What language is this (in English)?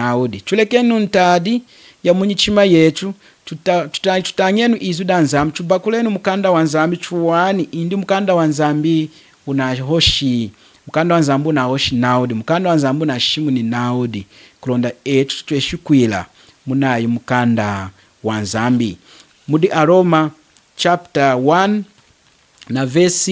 Lunda